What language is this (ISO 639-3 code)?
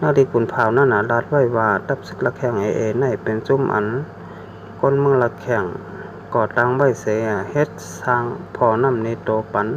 shn